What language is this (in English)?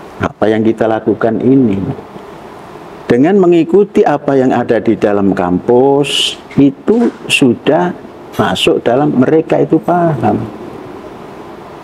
Indonesian